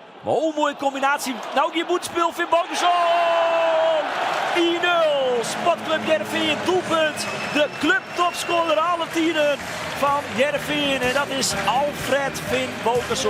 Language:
Western Frisian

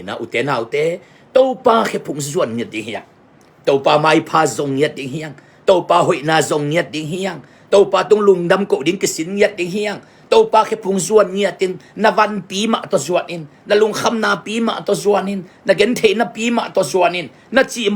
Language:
Tedim Chin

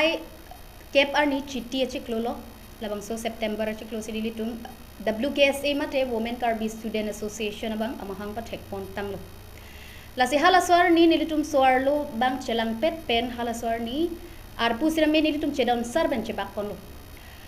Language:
Karbi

